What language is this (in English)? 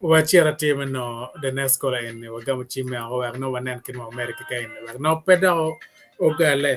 Acoli